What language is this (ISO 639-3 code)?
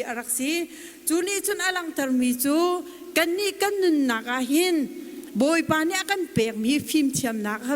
cnh